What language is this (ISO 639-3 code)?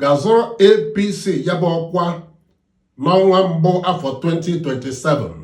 ibo